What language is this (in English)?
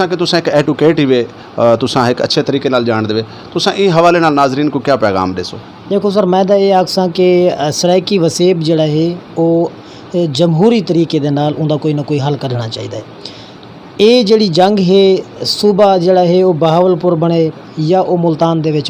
Saraiki